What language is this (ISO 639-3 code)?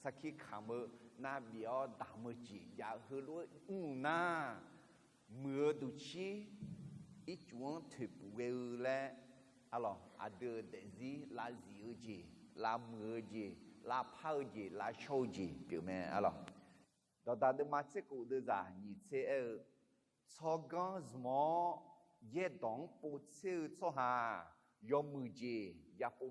ahk